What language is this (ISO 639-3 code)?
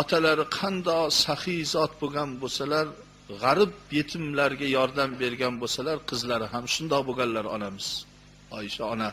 uzb